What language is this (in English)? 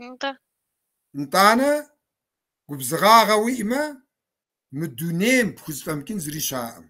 Kabardian